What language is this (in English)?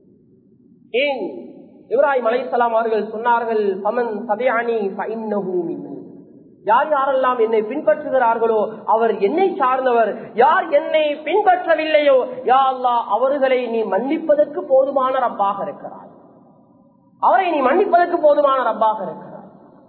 Tamil